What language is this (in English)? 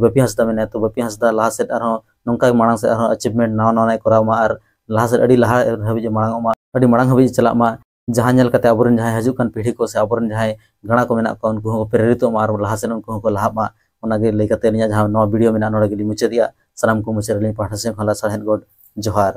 Santali